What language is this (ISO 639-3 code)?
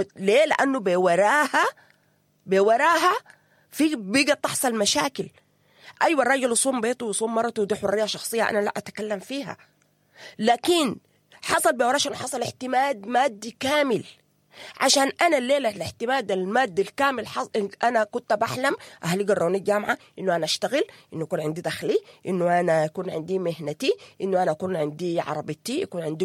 apd